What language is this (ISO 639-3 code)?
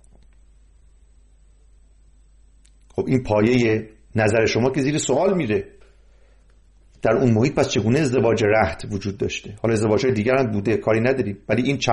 fas